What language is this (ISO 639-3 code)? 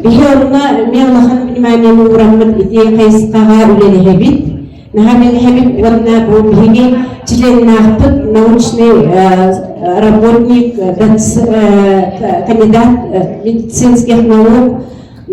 sah